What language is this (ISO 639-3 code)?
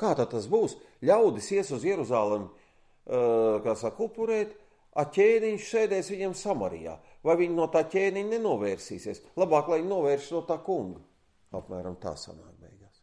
lav